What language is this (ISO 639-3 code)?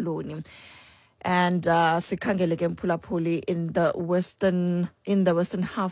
xho